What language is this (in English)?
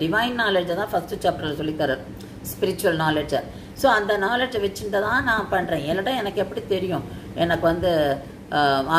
Tamil